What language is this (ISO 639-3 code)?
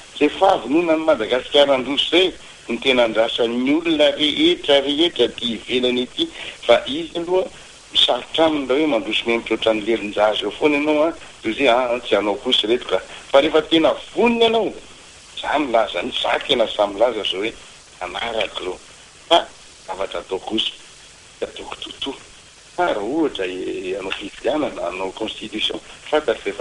mlg